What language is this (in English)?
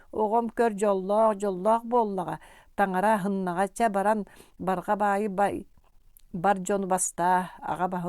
Yakut